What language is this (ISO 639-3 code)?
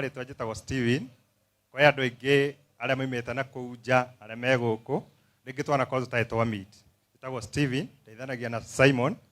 kik